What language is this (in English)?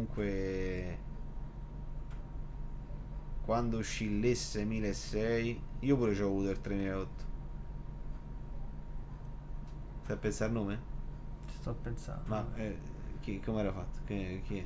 Italian